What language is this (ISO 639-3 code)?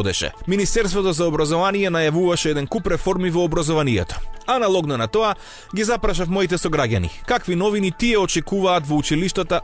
mkd